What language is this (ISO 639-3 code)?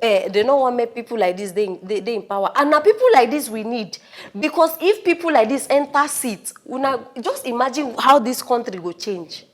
pcm